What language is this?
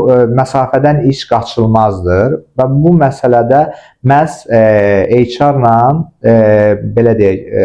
Azerbaijani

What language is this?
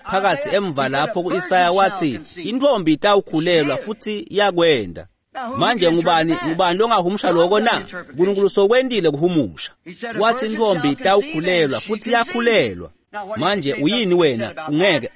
Swati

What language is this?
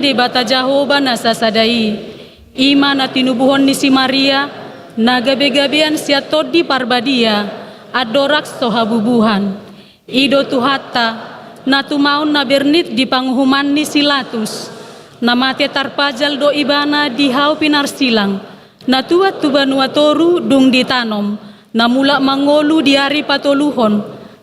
Batak Toba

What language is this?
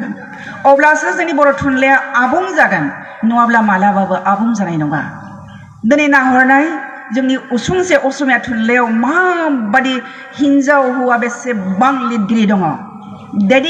Bodo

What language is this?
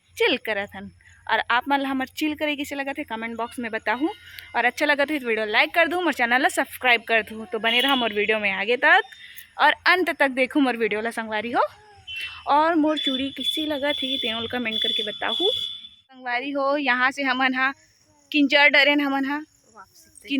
Chhattisgarhi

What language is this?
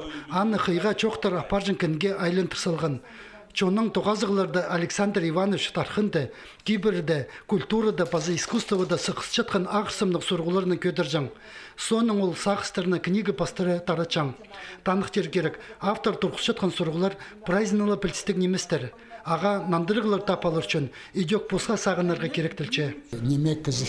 Khakas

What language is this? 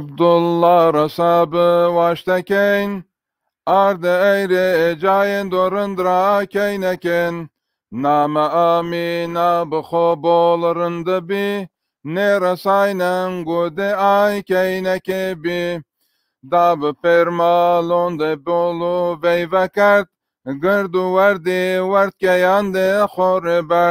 Zaza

